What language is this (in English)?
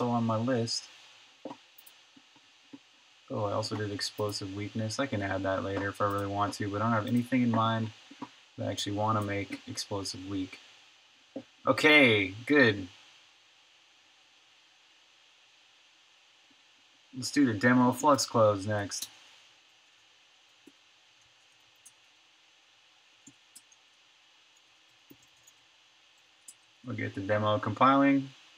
English